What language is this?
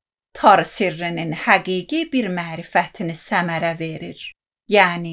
Azerbaijani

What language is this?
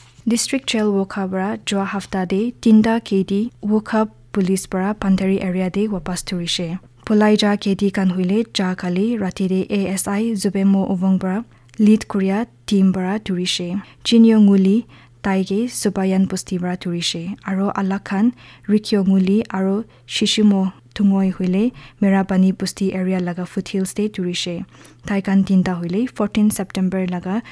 Naga Pidgin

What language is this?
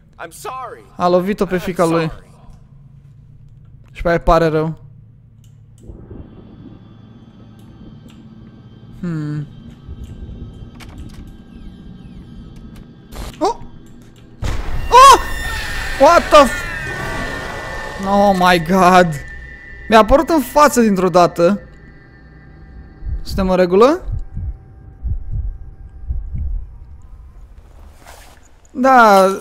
Romanian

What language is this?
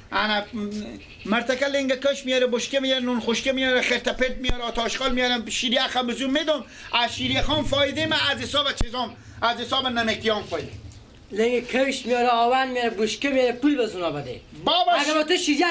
Persian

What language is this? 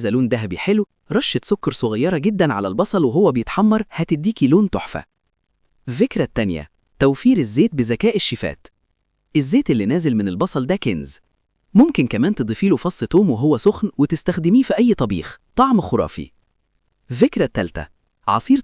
Egyptian Arabic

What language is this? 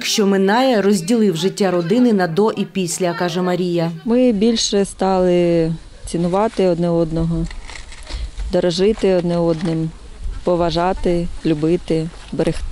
Ukrainian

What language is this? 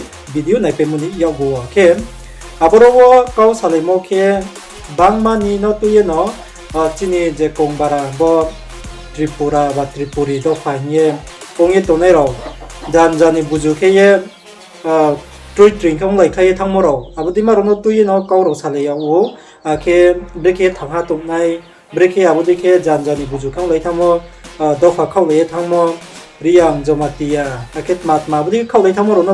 Riang (India)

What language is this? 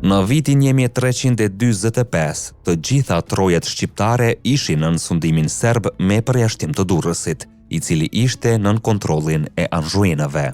Albanian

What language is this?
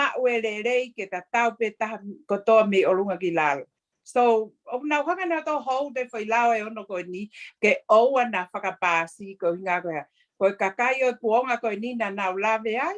Tongan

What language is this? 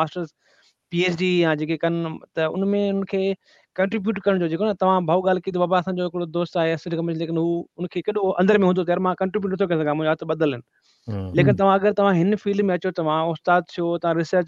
Sindhi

